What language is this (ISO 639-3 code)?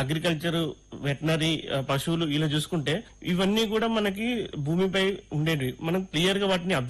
tel